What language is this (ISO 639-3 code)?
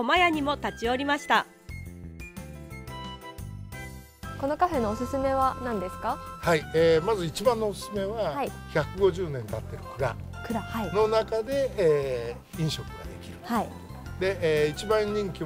jpn